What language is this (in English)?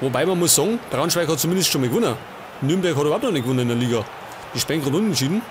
Bavarian